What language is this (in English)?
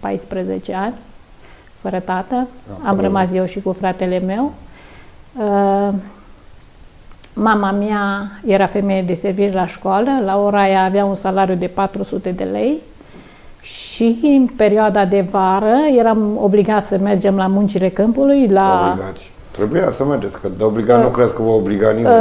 Romanian